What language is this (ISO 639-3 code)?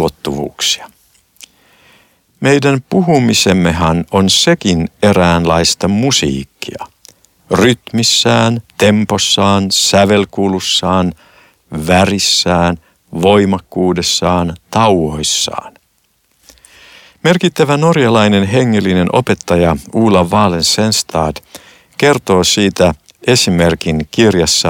fin